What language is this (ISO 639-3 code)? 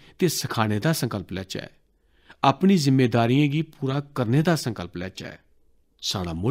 doi